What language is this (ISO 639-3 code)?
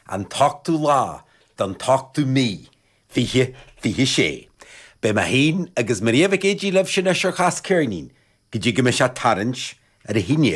gle